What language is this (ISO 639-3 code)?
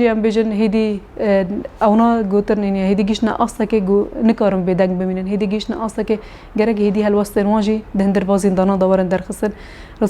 kur